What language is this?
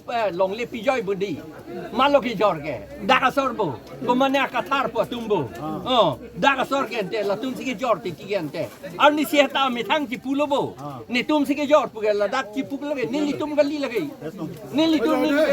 Karbi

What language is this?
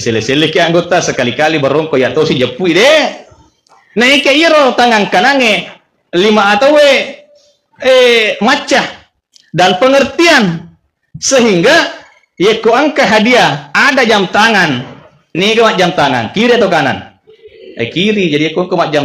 Buginese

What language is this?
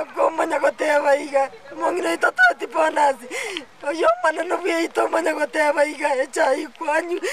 Gusii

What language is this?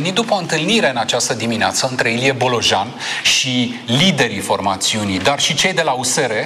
Romanian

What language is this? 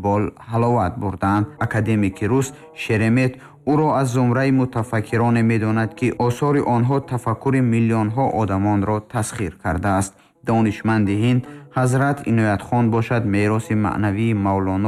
Tajik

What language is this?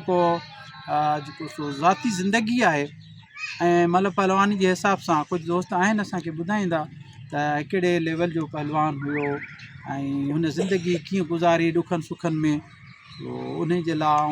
Sindhi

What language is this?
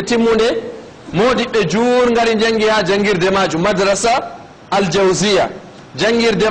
Fula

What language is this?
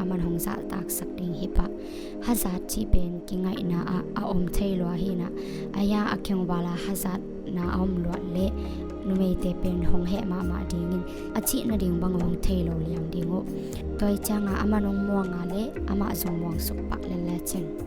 Tedim Chin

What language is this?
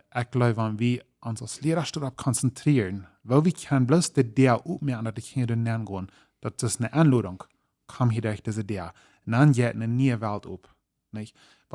Plautdietsch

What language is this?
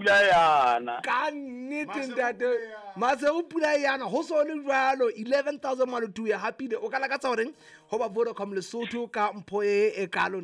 Southern Sotho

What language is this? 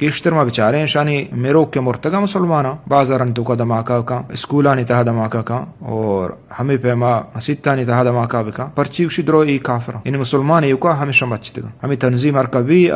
Eastern Balochi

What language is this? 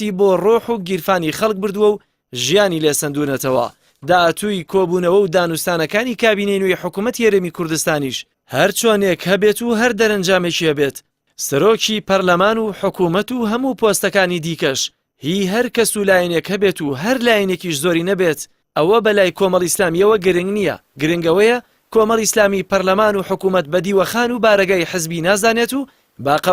Central Kurdish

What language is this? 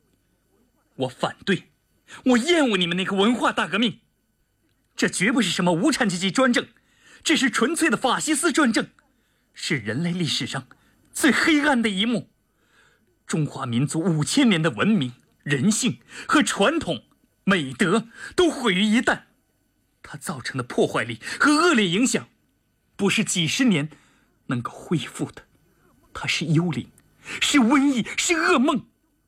Chinese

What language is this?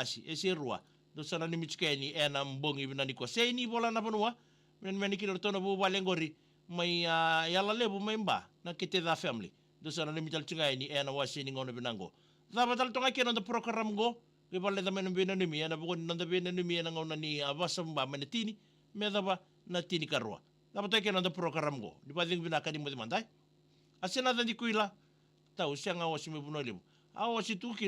Fijian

